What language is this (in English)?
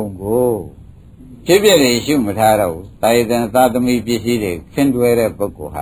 Burmese